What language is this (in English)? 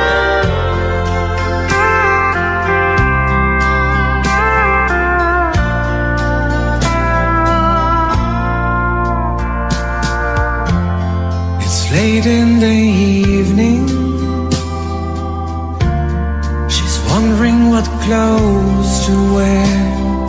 English